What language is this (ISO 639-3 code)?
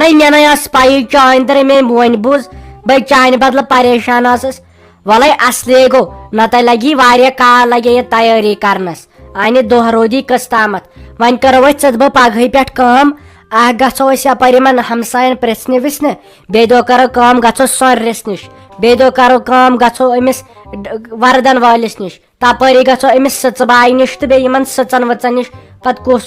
kas